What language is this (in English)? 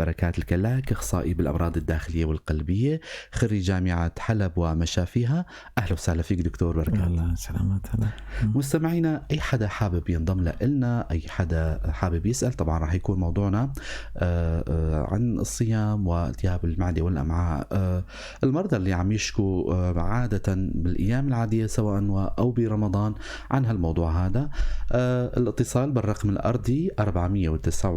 North Levantine Arabic